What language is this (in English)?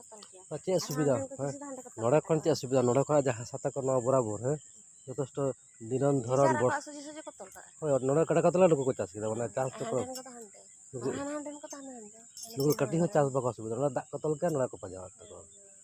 Santali